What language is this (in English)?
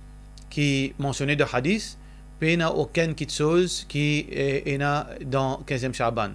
Morisyen